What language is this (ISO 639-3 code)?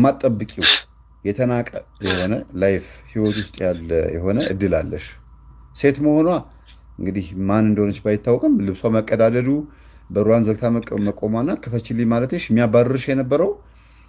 amh